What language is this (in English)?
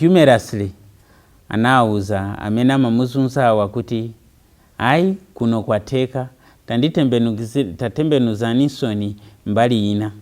Nyanja